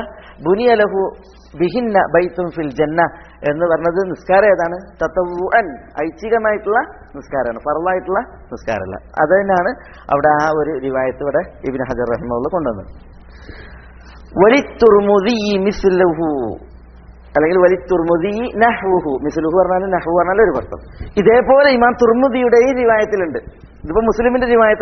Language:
Malayalam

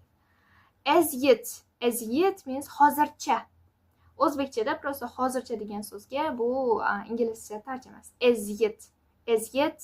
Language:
Uzbek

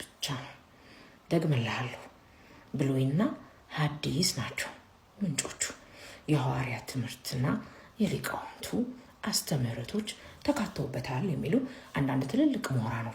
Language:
Amharic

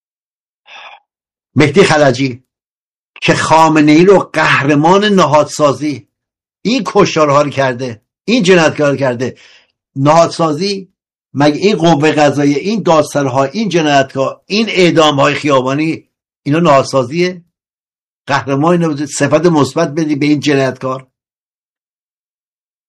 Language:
Persian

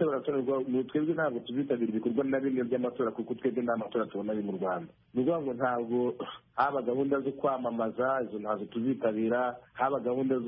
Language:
Kinyarwanda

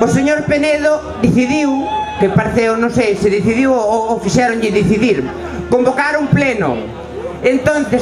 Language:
Galician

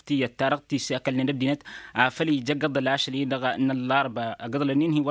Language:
Tamasheq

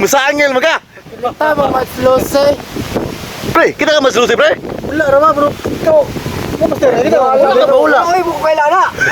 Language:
Cebuano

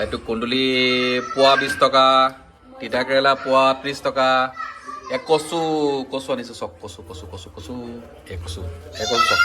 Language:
Assamese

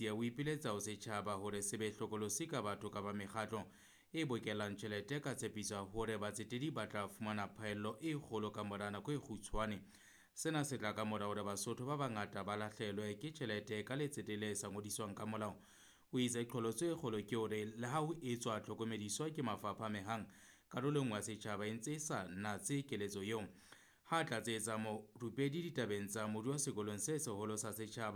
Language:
Southern Sotho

